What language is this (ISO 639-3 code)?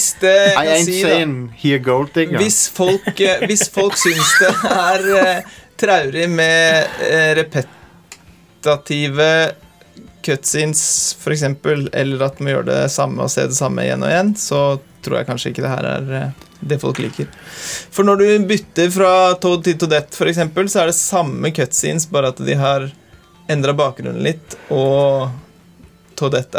nor